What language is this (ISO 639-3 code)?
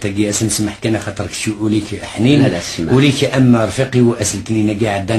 kab